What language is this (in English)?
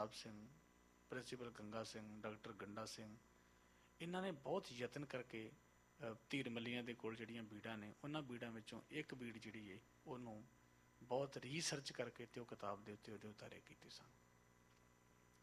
Punjabi